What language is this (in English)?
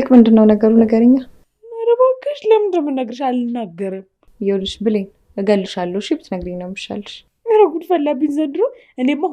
Amharic